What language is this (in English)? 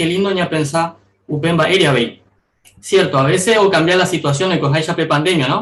Guarani